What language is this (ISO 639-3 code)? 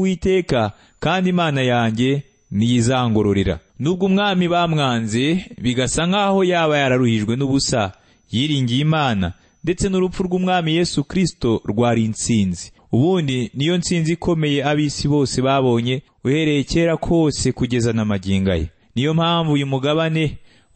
kin